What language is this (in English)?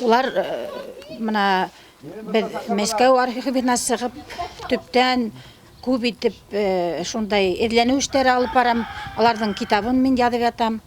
Bashkir